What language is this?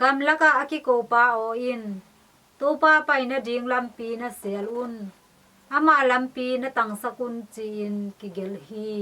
Tedim Chin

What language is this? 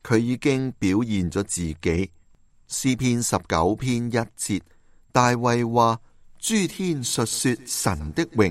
Cantonese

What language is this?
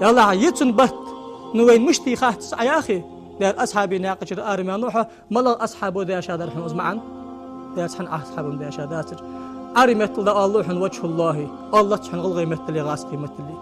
Ingush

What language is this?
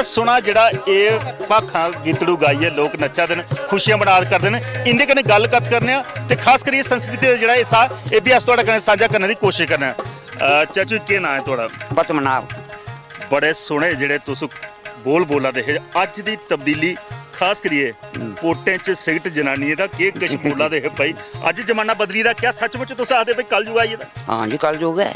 Dogri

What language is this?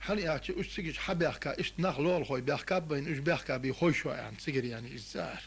Ingush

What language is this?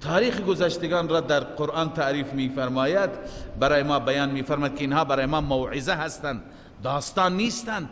Persian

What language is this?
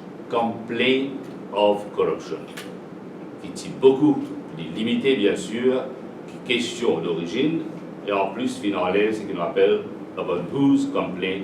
Morisyen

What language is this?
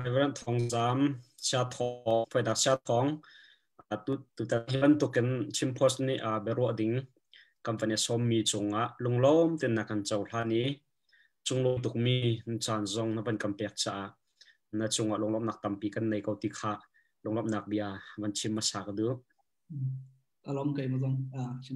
Hakha Chin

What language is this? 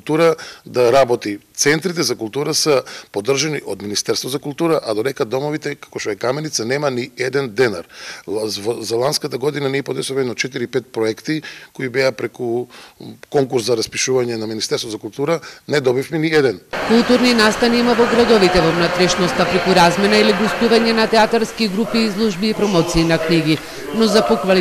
Macedonian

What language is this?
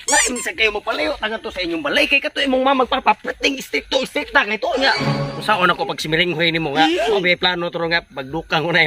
Cebuano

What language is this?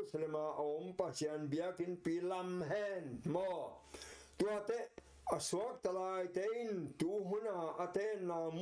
Tedim Chin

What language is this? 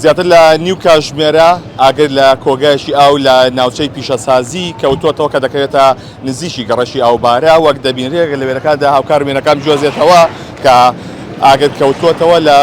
Central Kurdish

